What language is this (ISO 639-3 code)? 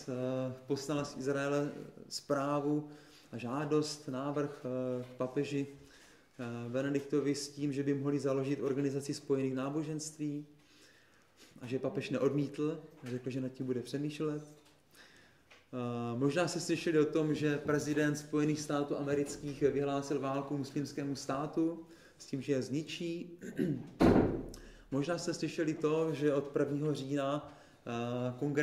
ces